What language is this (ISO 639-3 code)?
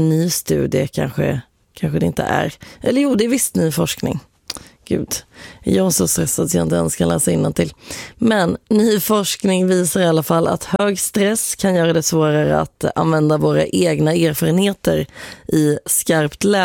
swe